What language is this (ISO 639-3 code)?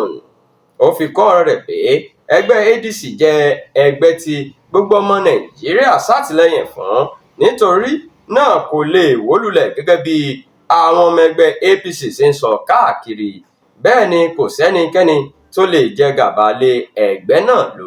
yor